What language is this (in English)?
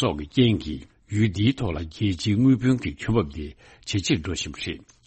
Tibetan